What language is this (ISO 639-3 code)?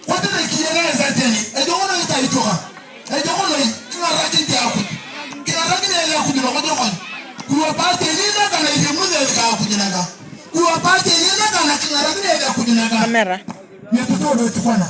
tuv